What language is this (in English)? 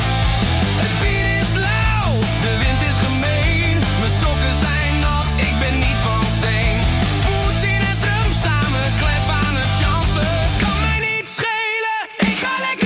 Dutch